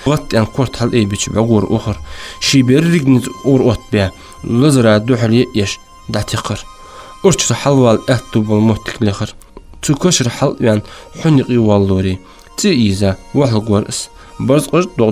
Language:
Ingush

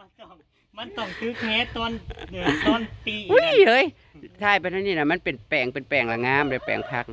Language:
Northeastern Thai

